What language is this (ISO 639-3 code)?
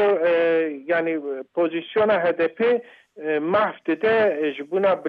kur